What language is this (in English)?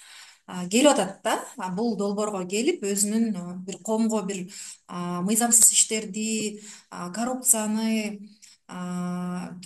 Kyrgyz